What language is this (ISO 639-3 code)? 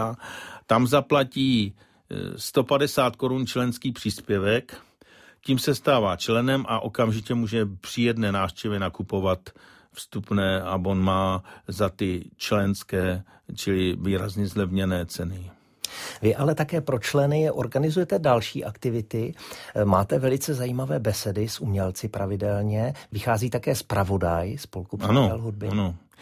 ces